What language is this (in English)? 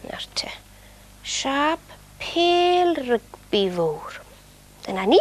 Welsh